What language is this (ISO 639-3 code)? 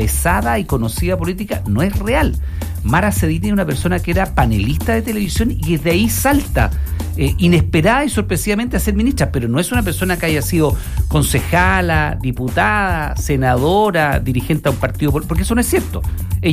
spa